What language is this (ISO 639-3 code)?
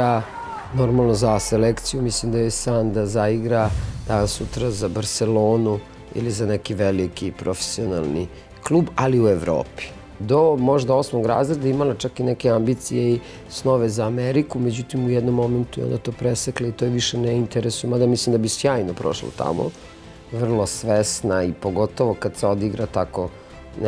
srp